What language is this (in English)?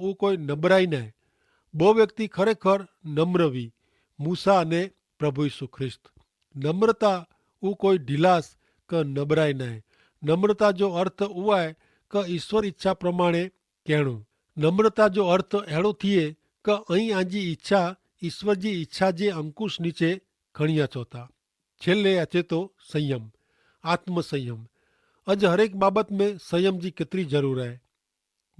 Kachhi